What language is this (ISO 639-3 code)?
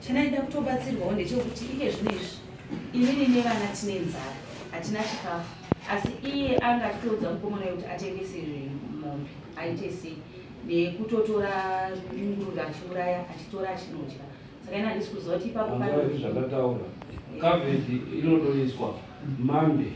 sna